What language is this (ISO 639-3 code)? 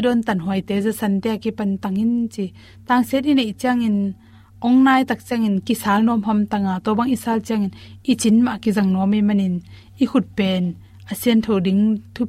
ctd